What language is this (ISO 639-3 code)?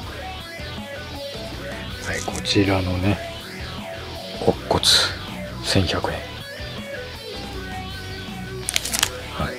jpn